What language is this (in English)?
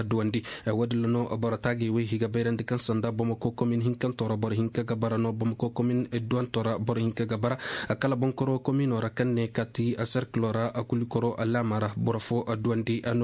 Zarma